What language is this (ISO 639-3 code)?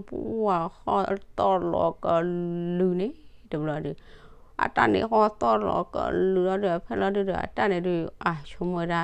ksw